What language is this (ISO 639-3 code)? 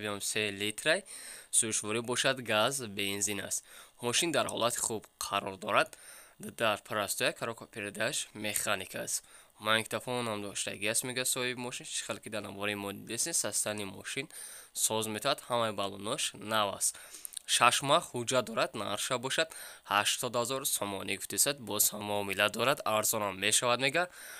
tgk